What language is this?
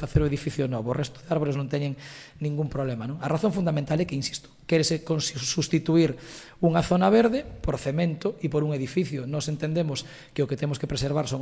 Galician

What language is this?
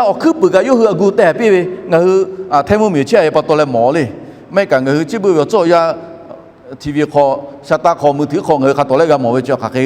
Lahu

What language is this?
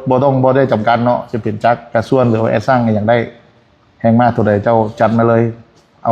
Lao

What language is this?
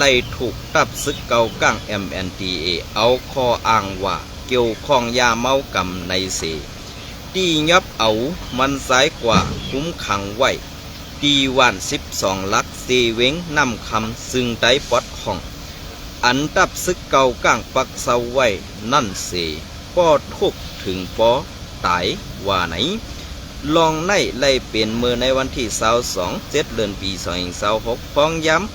Shan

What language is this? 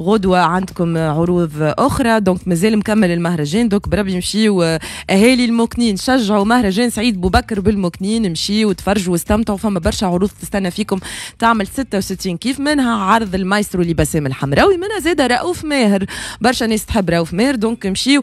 Tunisian Arabic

